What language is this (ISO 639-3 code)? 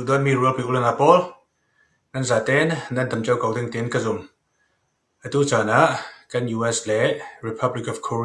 cfm